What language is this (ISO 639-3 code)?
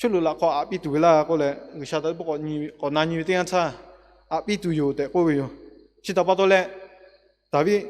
lhu